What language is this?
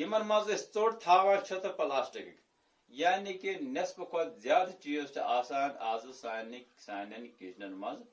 Kashmiri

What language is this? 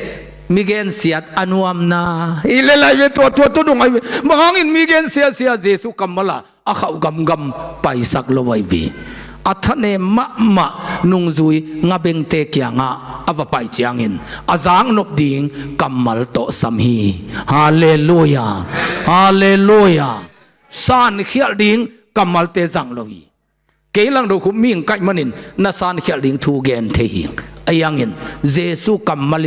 Tedim Chin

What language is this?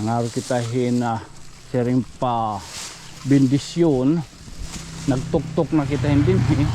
Waray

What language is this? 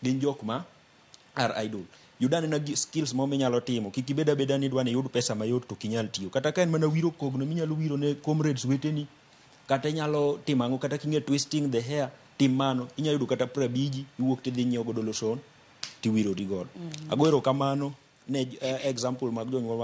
Luo (Kenya and Tanzania)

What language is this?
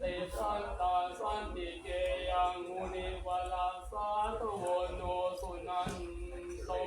Pali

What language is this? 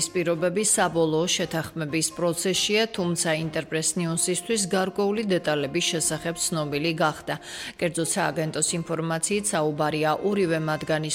Georgian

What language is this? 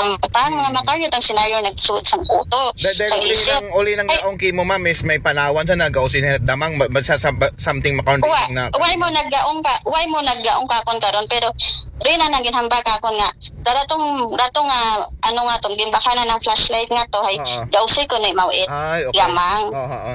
Aklanon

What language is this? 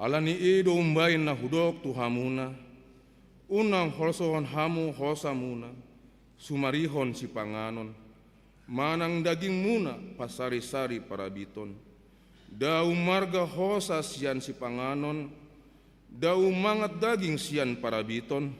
Batak Toba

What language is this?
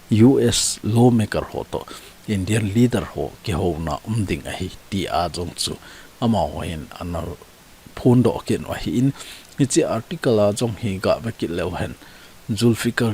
Thado Chin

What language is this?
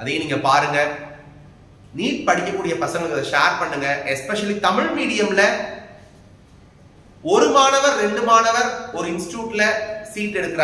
Tamil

